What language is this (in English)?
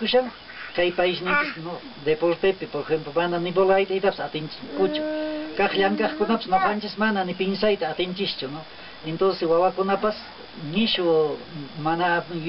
Quechua